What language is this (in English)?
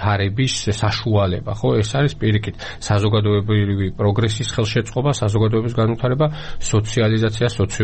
Georgian